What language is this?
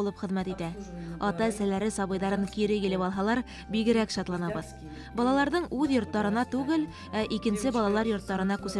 Bashkir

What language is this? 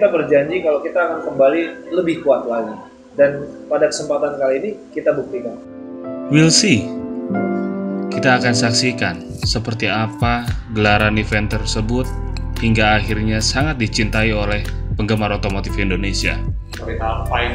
Indonesian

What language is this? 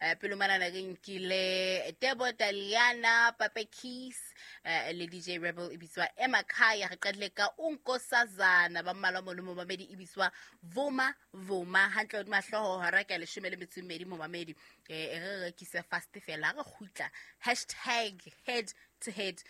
Southern Sotho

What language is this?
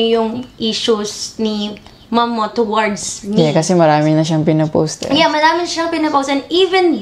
Filipino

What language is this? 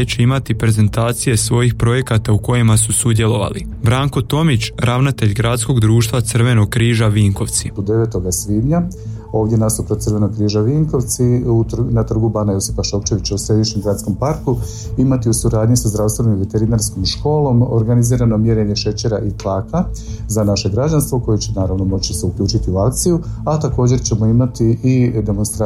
Croatian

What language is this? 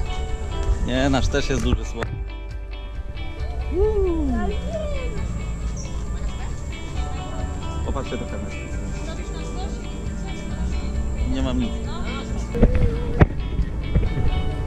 Polish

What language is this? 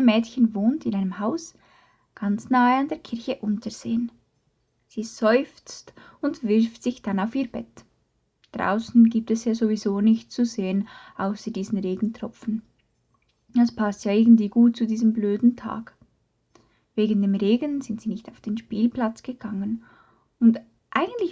Swiss German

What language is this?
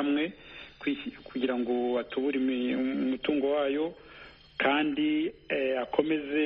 Kinyarwanda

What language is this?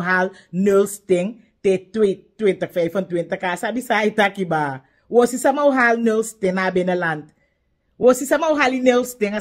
Sranan Tongo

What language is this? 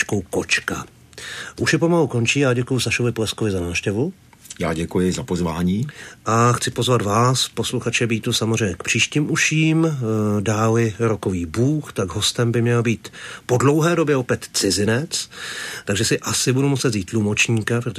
Czech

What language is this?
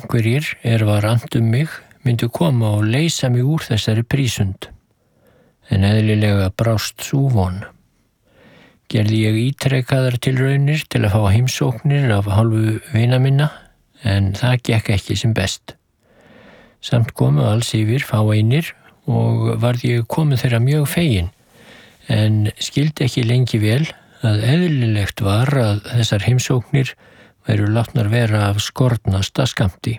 Icelandic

